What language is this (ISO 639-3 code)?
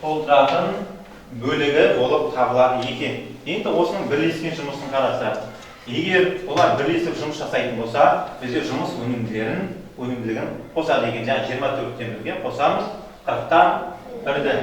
kaz